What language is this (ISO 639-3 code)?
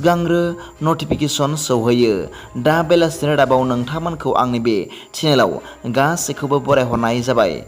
brx